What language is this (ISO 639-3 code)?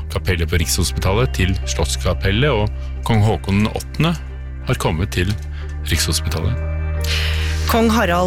nor